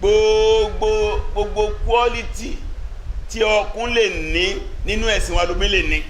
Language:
Yoruba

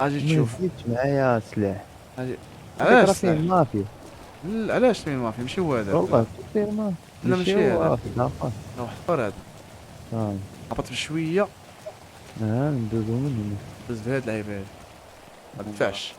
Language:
Moroccan Arabic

